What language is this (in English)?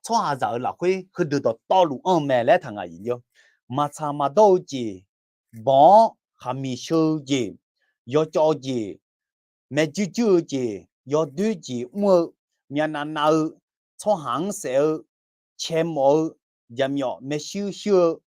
Akha